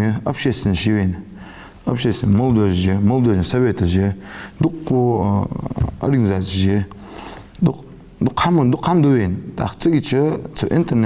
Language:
Ingush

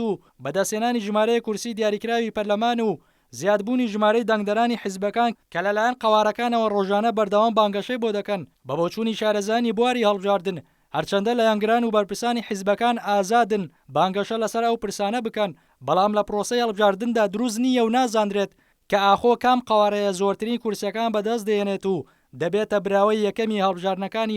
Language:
Central Kurdish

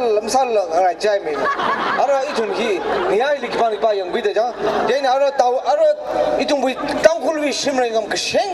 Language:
Tangkhul Naga (India)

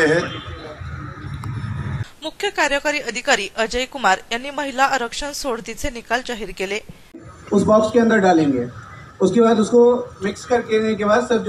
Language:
Marathi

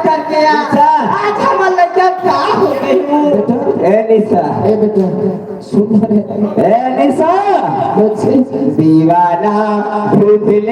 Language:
Chhattisgarhi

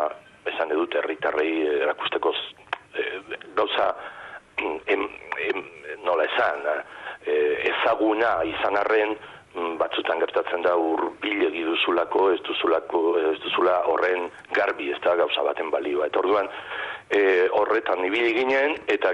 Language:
Basque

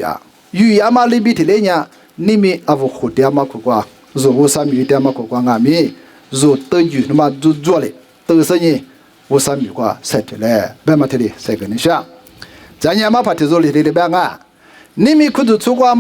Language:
Lisu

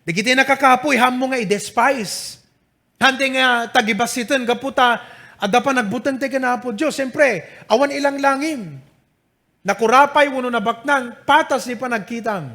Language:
Iloko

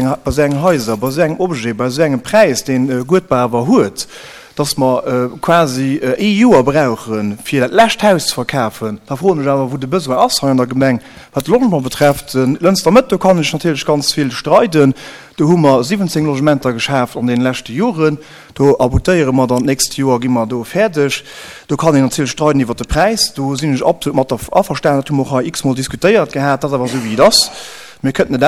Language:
Luxembourgish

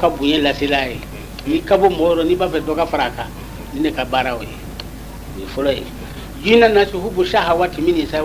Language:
Bambara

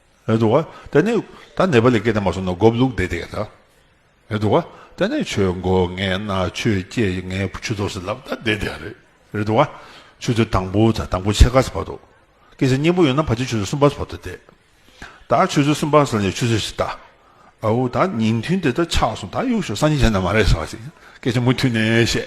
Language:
Tibetan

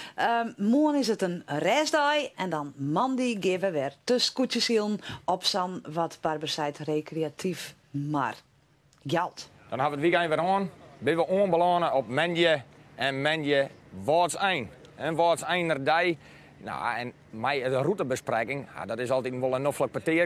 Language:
Western Frisian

